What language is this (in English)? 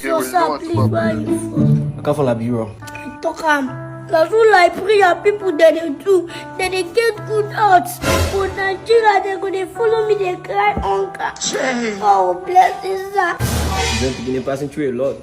Nigerian Pidgin